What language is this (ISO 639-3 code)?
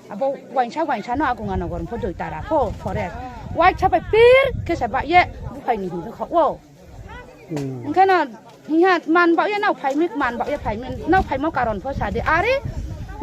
ria